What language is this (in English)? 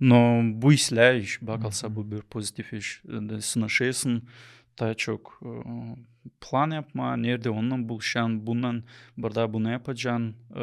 Gagauz